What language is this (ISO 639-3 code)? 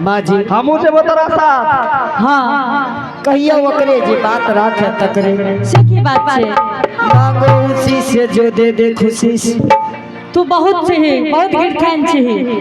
anp